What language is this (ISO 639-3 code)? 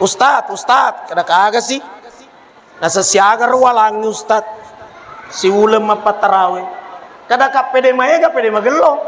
bug